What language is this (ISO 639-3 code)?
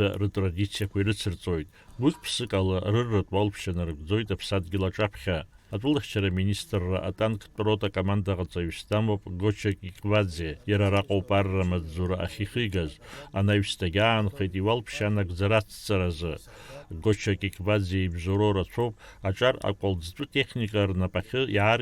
abk